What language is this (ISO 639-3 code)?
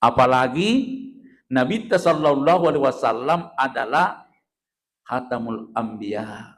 bug